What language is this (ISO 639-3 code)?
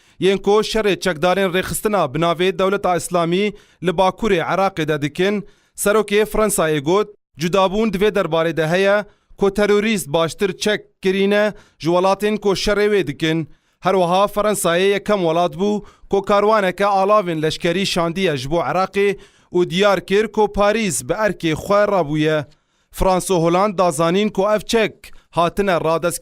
kur